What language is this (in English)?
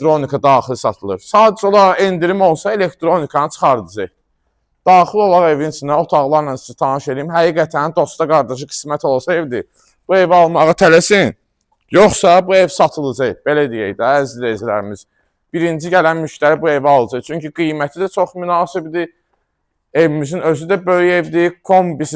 Azerbaijani